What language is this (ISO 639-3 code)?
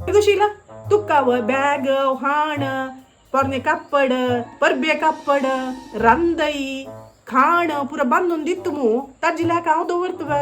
kok